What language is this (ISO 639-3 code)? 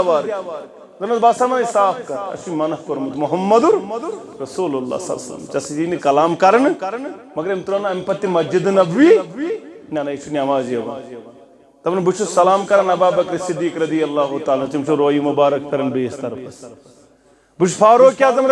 kas